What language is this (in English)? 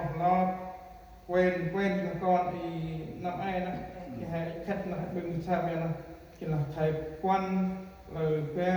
Central Mnong